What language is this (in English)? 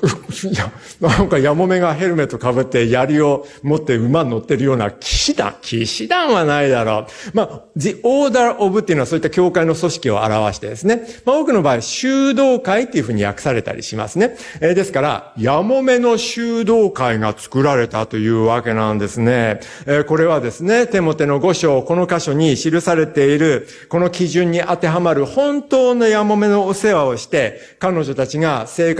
Japanese